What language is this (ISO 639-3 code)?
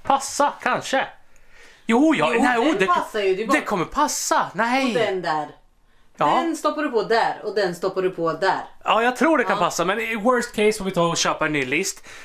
swe